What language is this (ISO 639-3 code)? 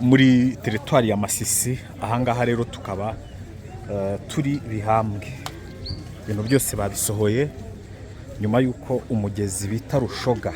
kin